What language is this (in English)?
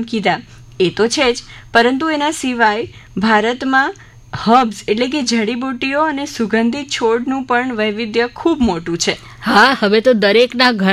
Gujarati